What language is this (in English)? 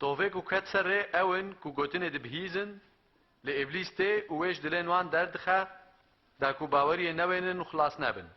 Kurdish